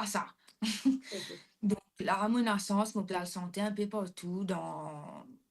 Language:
Morisyen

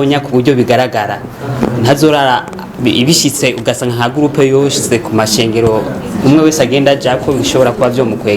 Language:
Rundi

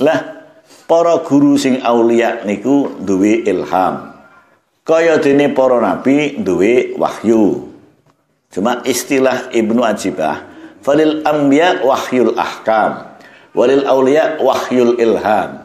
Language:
Javanese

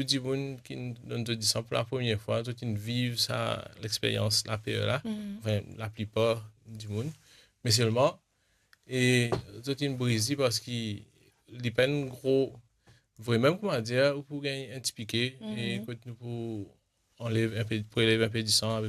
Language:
Morisyen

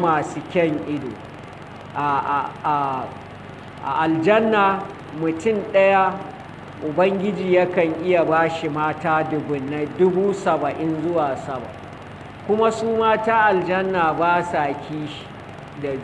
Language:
Hausa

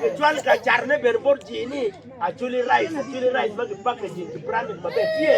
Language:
Acoli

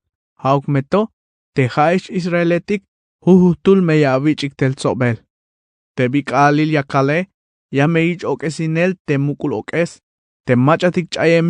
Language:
Tzeltal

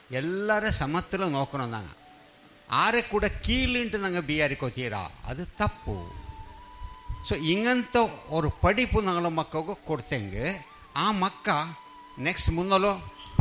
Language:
Kannada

